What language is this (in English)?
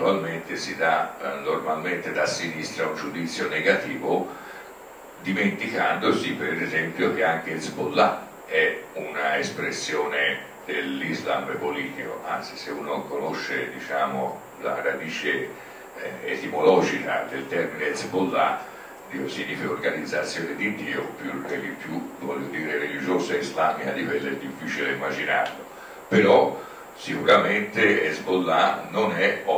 Italian